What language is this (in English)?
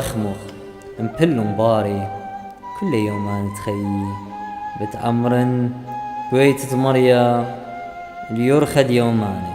Assyrian Neo-Aramaic